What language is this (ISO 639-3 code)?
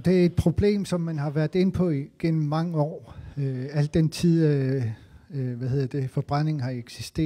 dan